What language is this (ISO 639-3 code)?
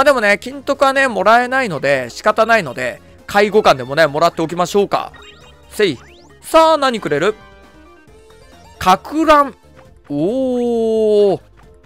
jpn